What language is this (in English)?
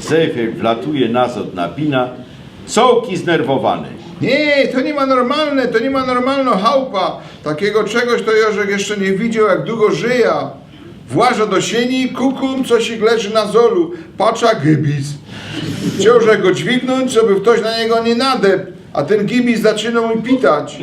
Silesian